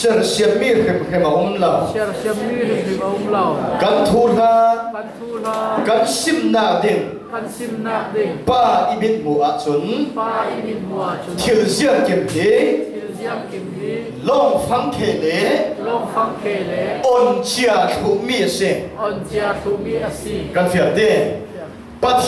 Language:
Falam Chin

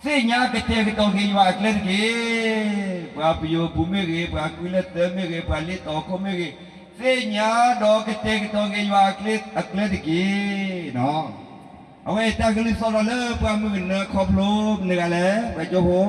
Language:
S'gaw Karen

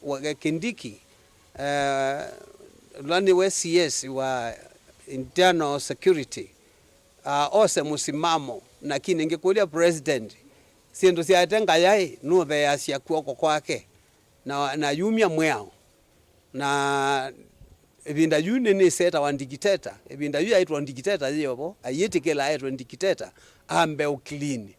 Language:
Kamba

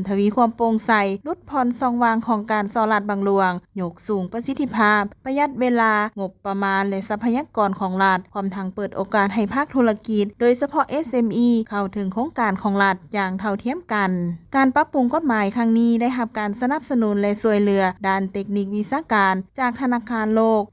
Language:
Lao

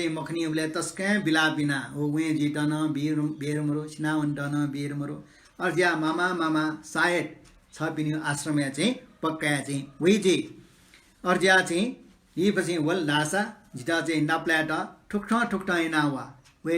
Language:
Newari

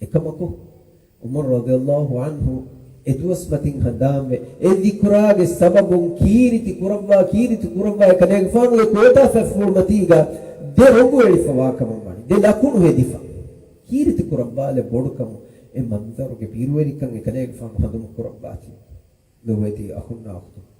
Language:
Divehi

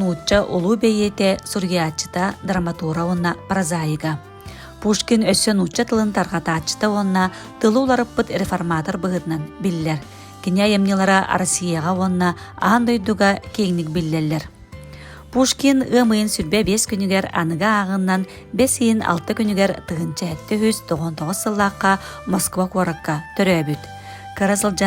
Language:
Yakut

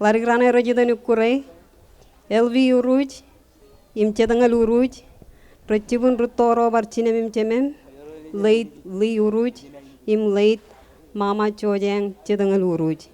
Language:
Marshallese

